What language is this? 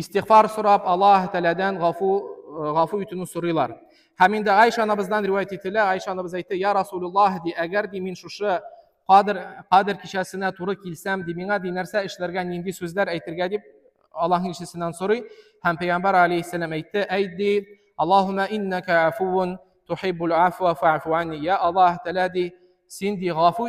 Tatar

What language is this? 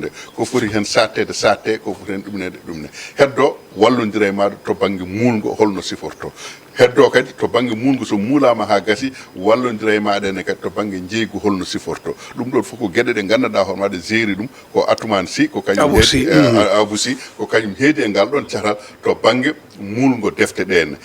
Fula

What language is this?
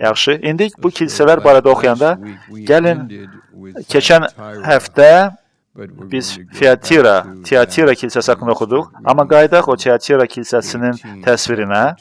Azerbaijani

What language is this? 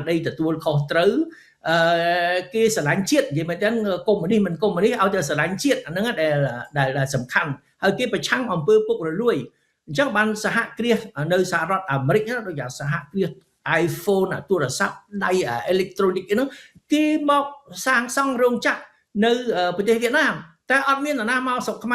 Khmer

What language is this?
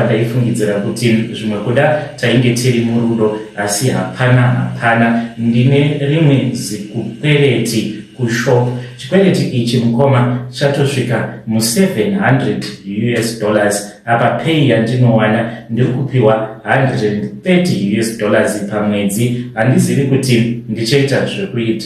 Shona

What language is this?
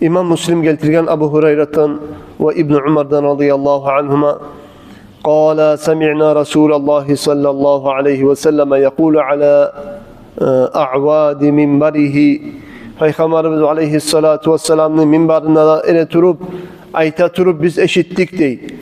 Kumyk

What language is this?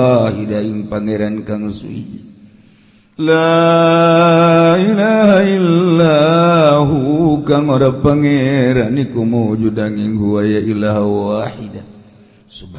Sundanese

